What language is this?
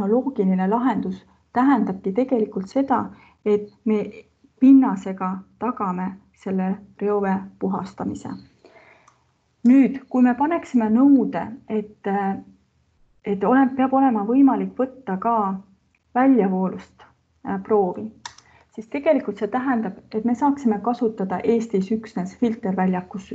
Estonian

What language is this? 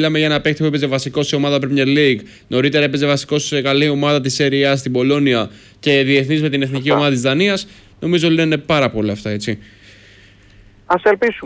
Greek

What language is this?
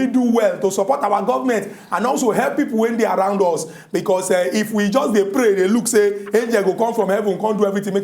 Nigerian Pidgin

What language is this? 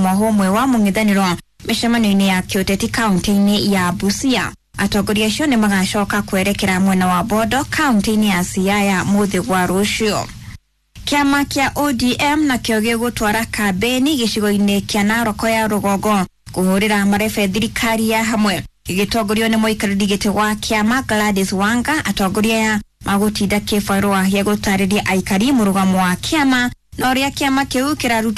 Kikuyu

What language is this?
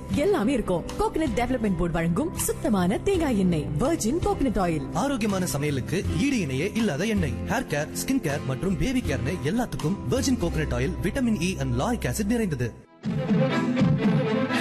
Tamil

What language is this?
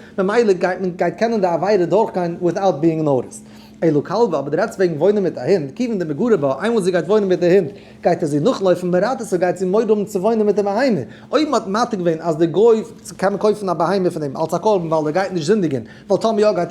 Yiddish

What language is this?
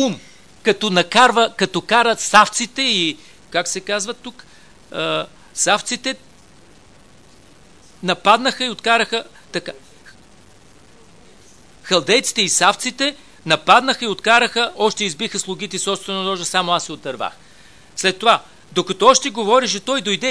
Bulgarian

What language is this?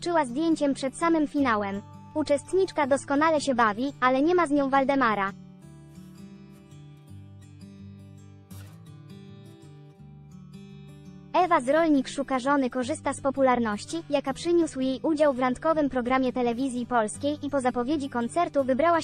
Polish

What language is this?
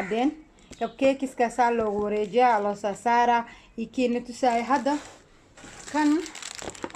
Somali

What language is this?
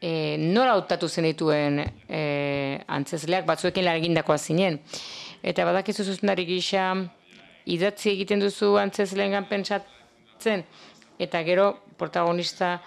Basque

